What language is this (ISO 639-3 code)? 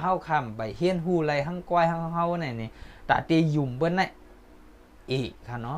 shn